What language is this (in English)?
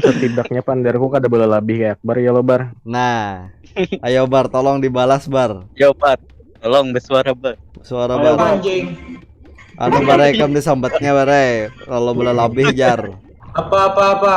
Banjar